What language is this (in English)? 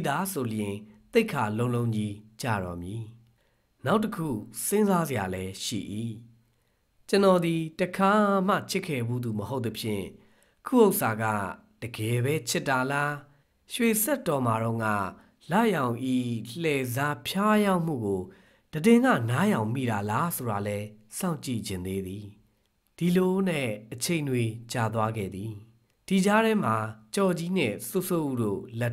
Burmese